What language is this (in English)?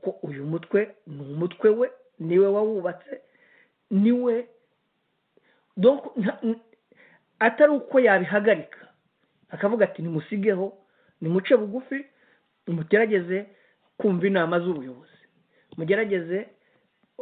Kinyarwanda